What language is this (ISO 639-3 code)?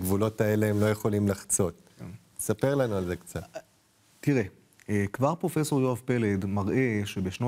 heb